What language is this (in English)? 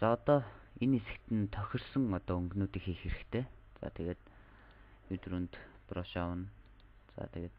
Mongolian